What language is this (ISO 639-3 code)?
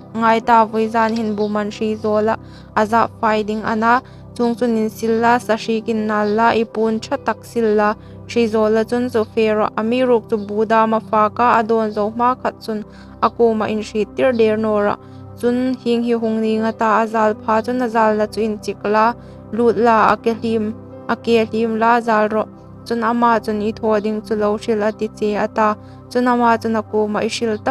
hmr